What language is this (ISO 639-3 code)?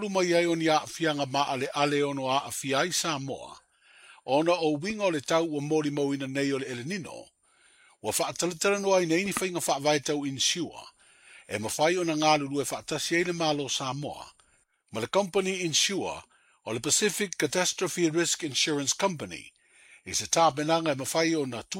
smo